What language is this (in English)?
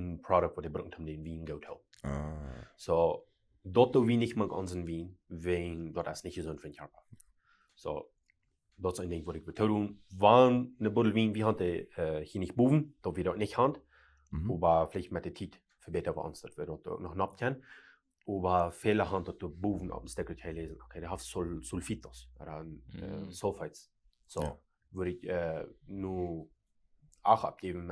Plautdietsch